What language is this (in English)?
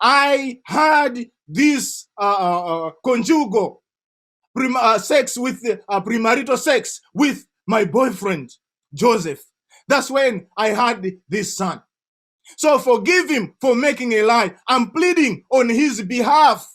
English